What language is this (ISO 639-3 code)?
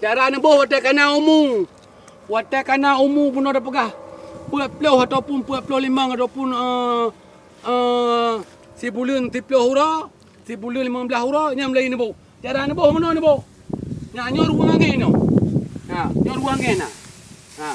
ace